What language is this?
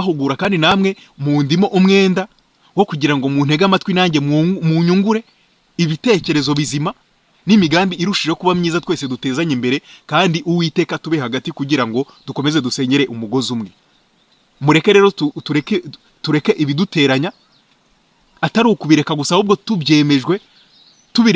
Kinyarwanda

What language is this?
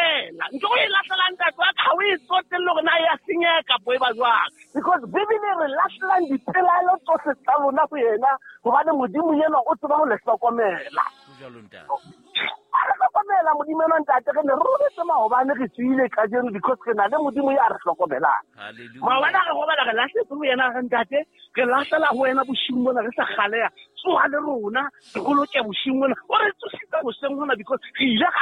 Southern Sotho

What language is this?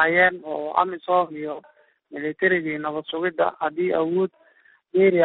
Somali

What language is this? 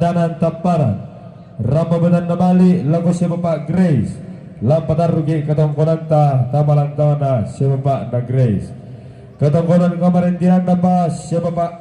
Toraja-Sa'dan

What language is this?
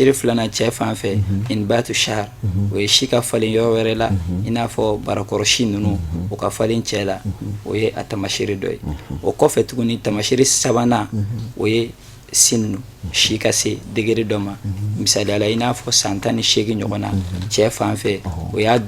Bambara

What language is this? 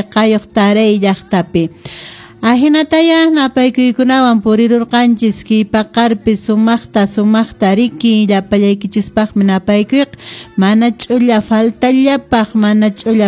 Quechua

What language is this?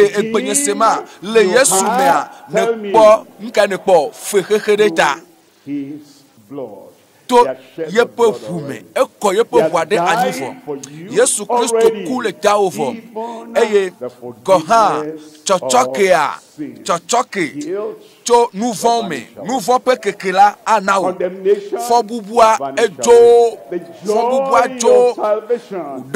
Ewe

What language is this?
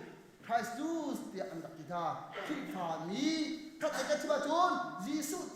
Hakha Chin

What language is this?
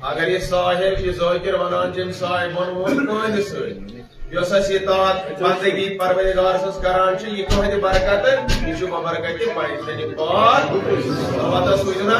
Kashmiri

